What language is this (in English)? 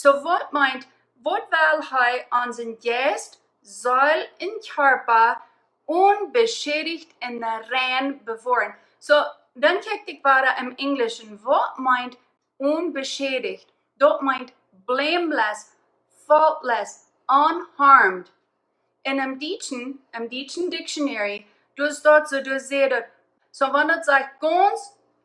Plautdietsch